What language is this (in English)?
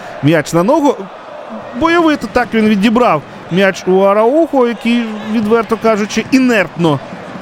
Ukrainian